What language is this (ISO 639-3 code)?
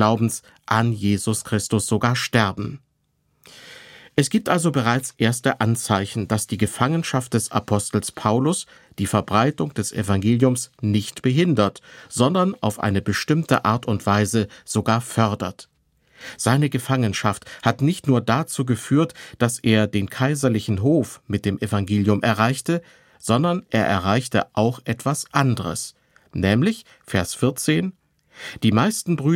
deu